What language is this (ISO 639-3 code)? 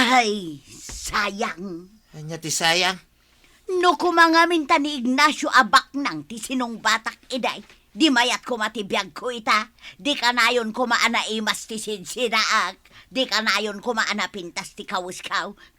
ilo